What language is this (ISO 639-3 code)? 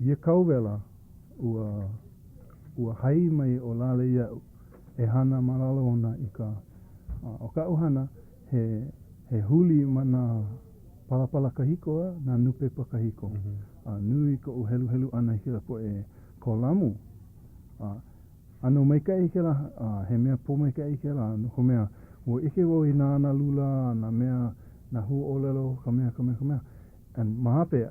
haw